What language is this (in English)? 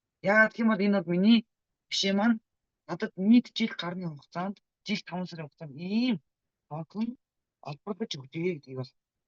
Mongolian